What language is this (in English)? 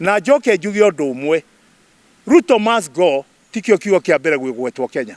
Kikuyu